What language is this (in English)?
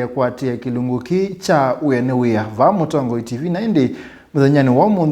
Kamba